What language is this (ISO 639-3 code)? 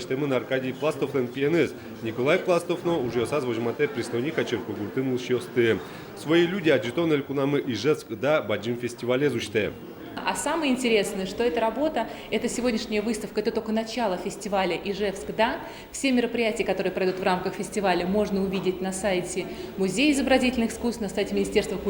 udm